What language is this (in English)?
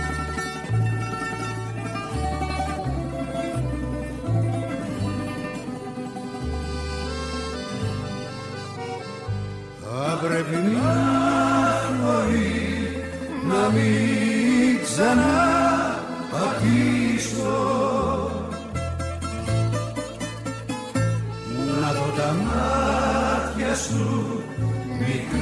Greek